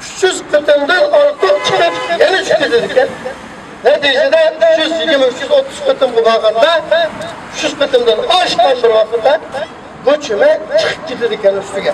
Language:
Uyghur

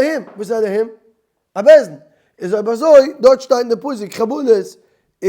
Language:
Yiddish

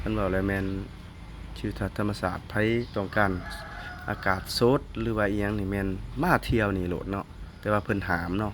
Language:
Lao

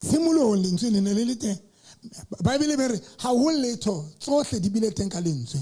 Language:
Southern Sotho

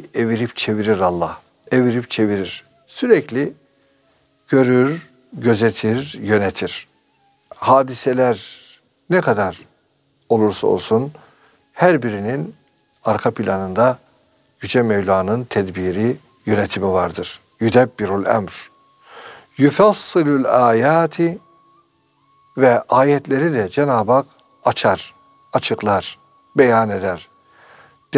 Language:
Turkish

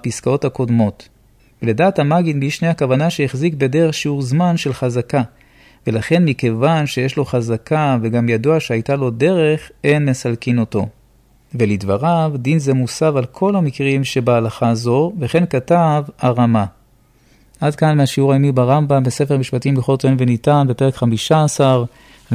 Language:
Hebrew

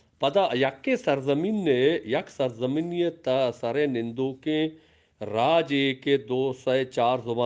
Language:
Eastern Balochi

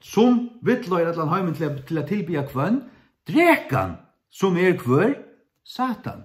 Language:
Faroese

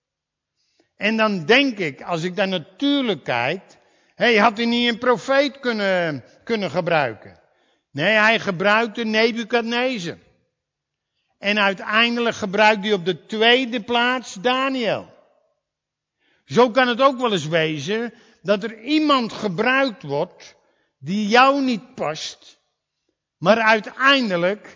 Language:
Dutch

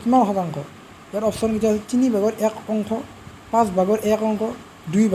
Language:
Assamese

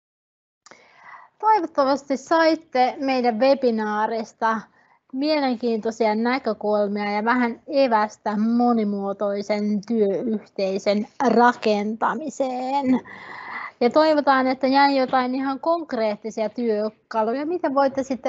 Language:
Finnish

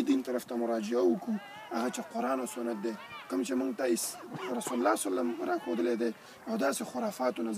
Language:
Pashto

